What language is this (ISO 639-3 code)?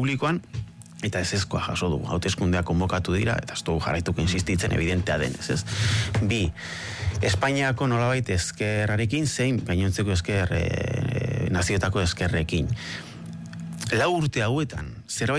eus